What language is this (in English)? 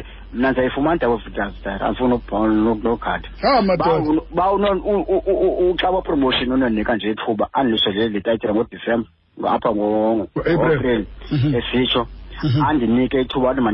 Xhosa